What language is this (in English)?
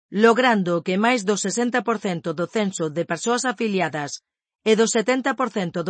Galician